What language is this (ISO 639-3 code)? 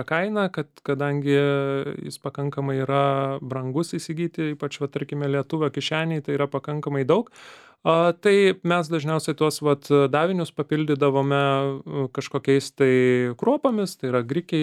lit